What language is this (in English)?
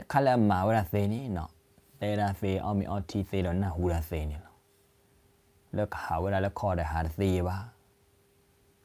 S'gaw Karen